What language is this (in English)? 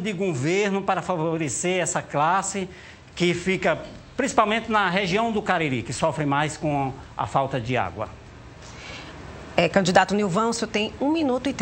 Portuguese